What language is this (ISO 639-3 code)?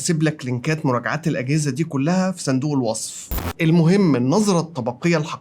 arz